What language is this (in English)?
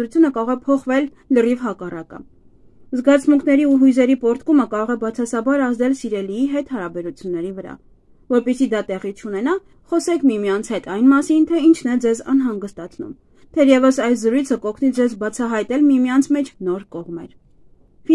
Armenian